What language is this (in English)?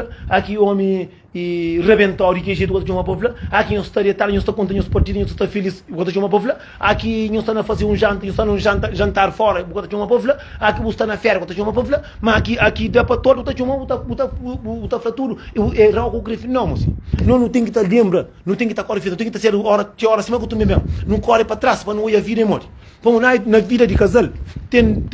Kabuverdianu